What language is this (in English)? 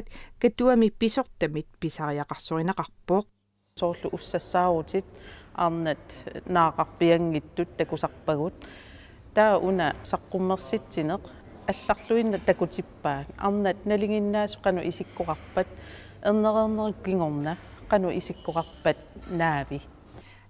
Kalaallisut